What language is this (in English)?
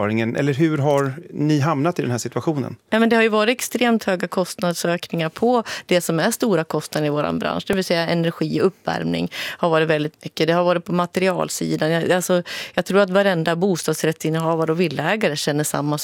Swedish